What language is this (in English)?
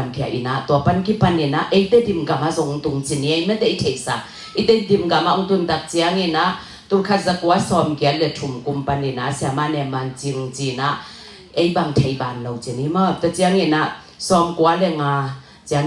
Tedim Chin